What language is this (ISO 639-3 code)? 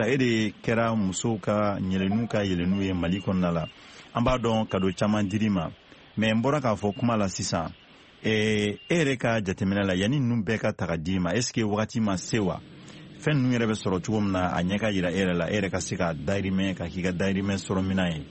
bam